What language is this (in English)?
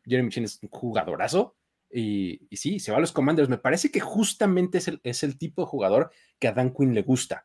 Spanish